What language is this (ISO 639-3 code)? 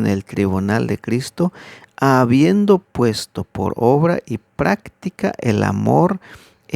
tzh